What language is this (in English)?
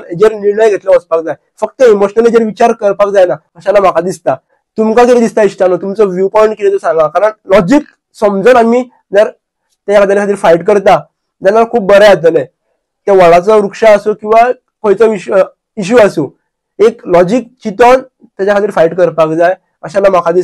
Konkani